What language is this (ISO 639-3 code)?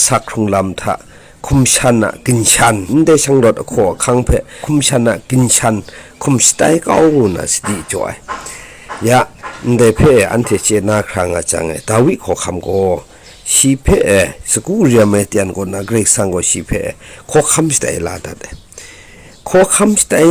kac